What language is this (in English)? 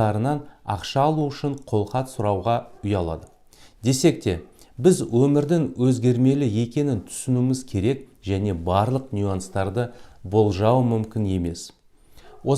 Kazakh